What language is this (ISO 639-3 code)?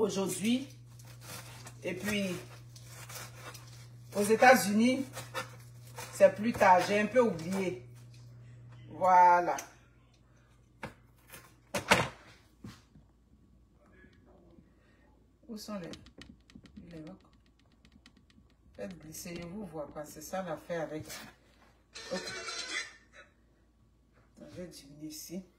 fra